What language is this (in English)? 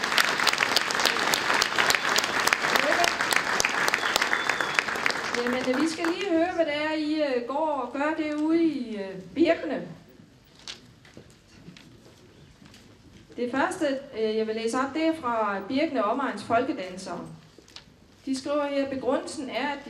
Danish